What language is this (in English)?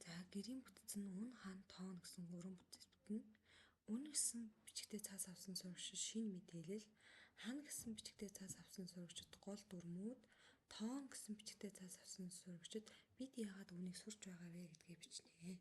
Mongolian